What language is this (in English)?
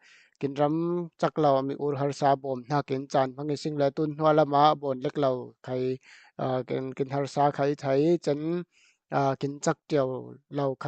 Falam Chin